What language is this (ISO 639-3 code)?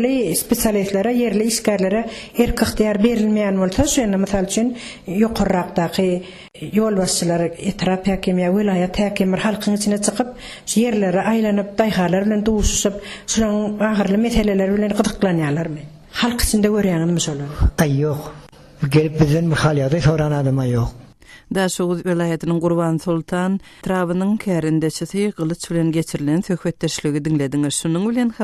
tuk